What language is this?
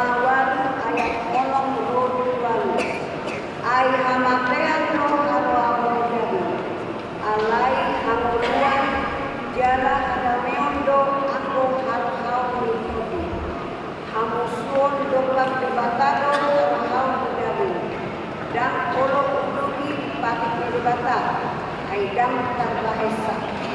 Batak Toba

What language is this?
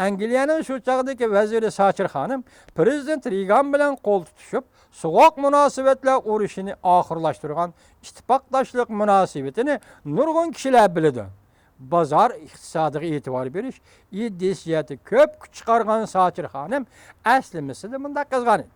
Uyghur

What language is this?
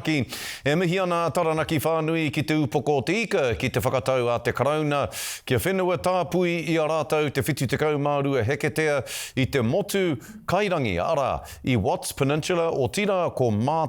Māori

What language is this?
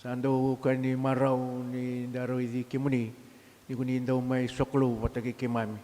Fijian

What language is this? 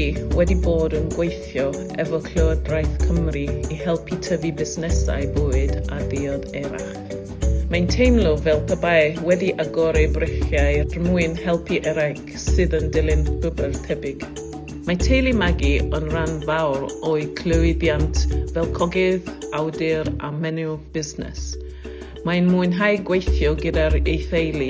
Welsh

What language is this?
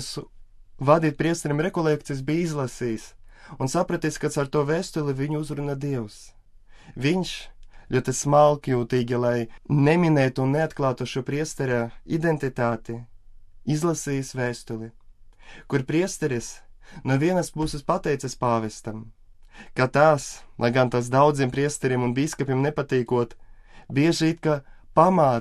Latvian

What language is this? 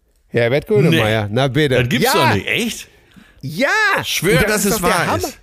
German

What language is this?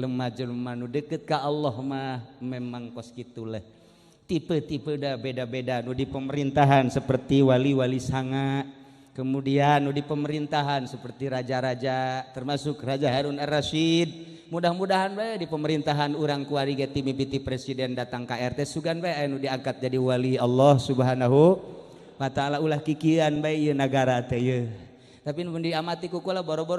Sundanese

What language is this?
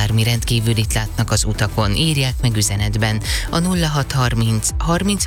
Hungarian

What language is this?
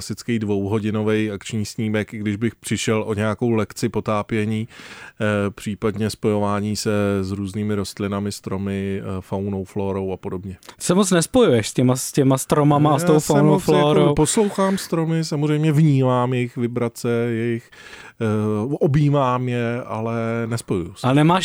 Czech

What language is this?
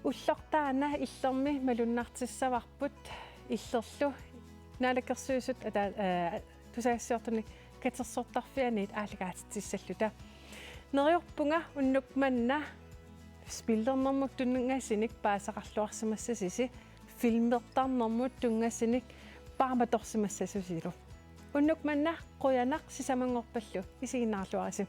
Kalaallisut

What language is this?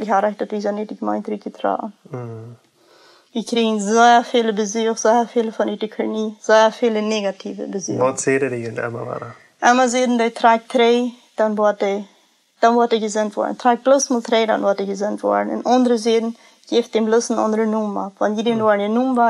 Plautdietsch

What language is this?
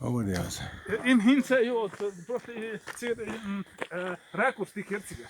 Chechen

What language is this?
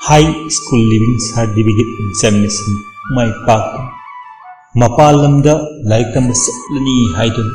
Manipuri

